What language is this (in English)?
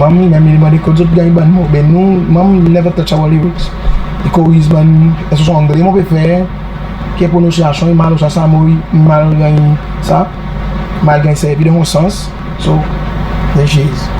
Seselwa Creole French